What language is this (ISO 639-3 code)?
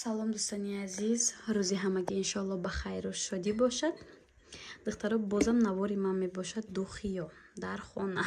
tgk